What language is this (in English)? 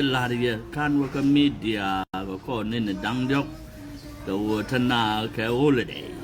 Nuer